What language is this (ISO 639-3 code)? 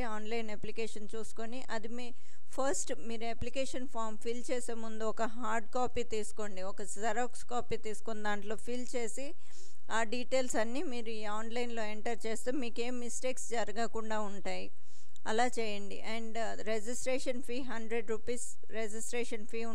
tel